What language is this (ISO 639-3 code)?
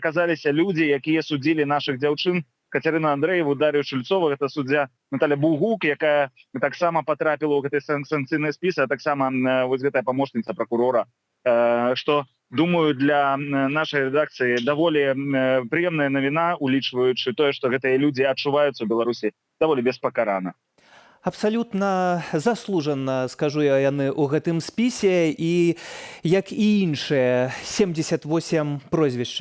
bel